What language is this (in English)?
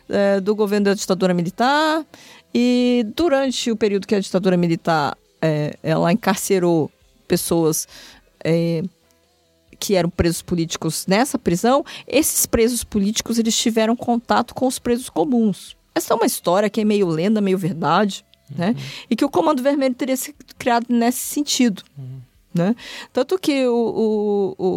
Portuguese